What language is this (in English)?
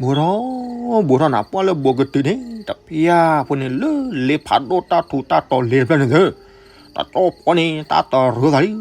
S'gaw Karen